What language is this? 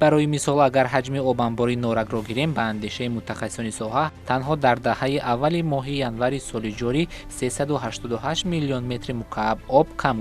Tajik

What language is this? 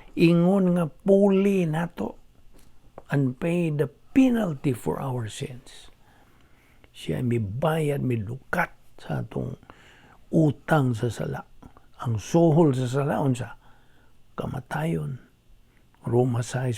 Cebuano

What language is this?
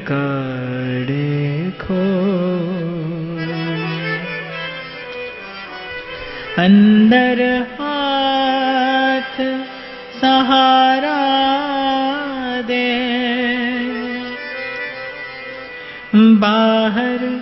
Hindi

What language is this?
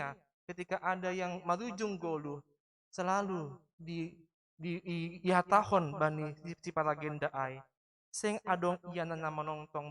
Batak Simalungun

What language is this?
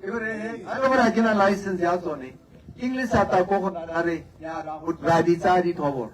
Tswana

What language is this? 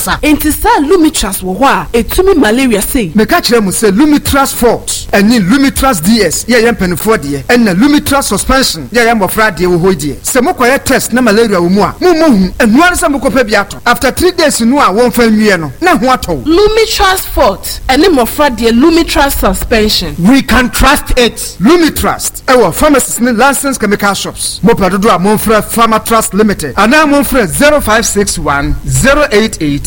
Akan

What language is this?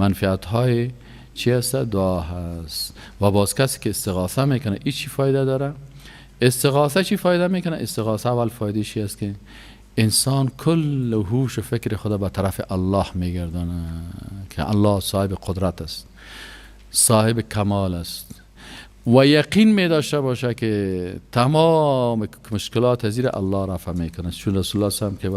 Persian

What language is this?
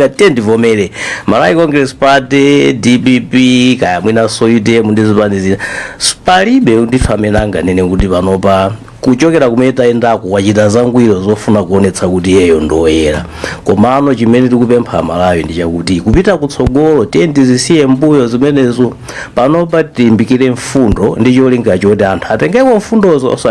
Nyanja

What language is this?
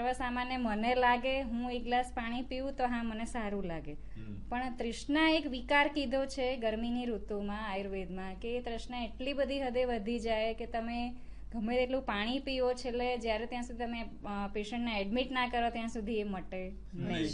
Gujarati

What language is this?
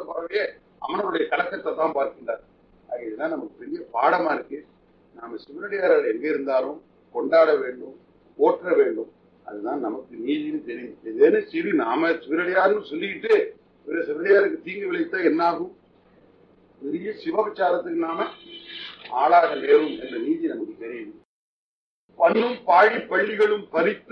Tamil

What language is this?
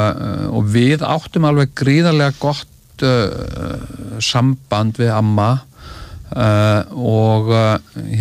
Icelandic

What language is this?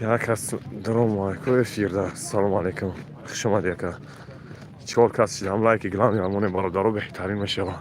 Tajik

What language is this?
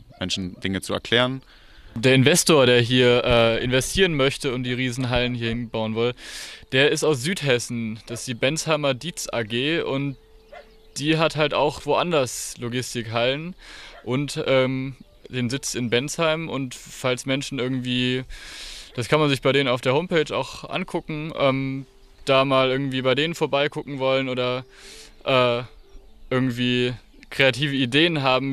German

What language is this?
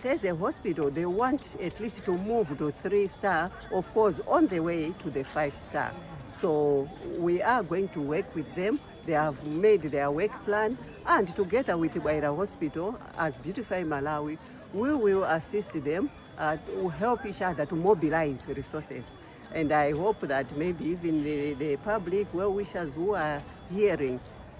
English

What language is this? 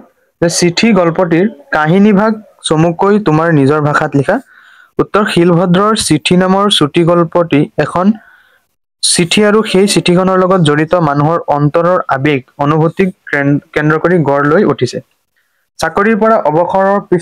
Assamese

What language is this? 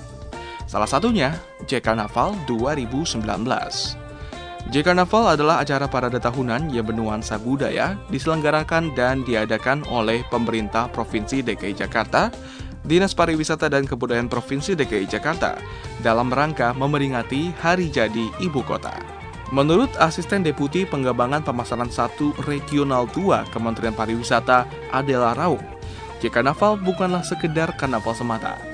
Indonesian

